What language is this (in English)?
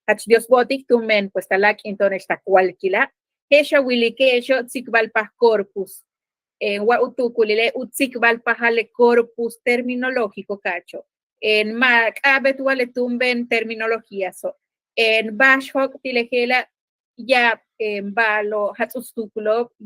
Yucateco